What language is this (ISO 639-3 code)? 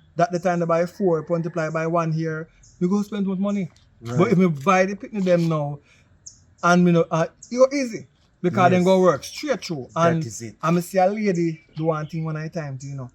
jam